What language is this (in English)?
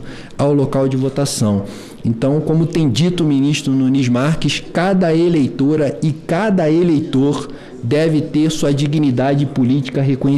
Portuguese